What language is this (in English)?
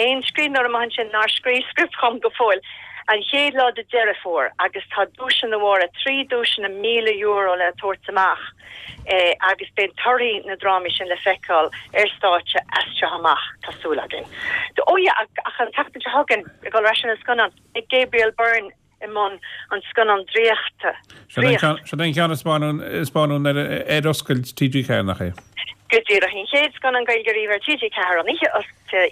Irish